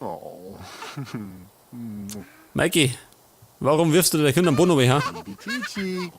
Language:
Bavarian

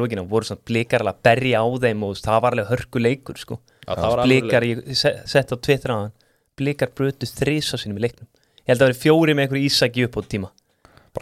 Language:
Icelandic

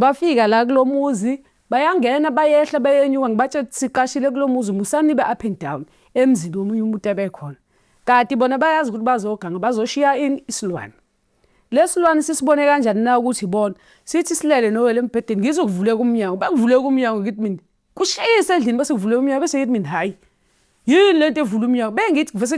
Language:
Zulu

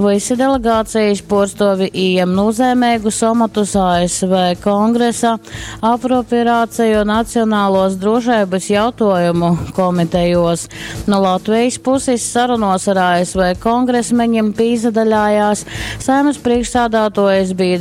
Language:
Latgalian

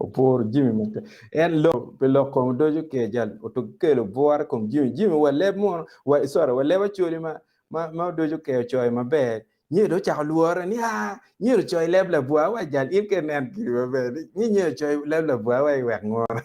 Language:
Acoli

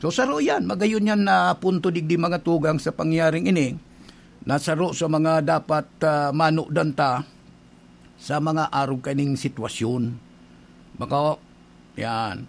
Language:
Bikol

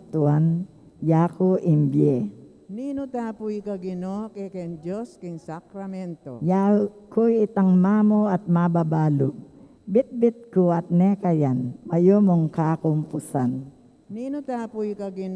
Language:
Pampanga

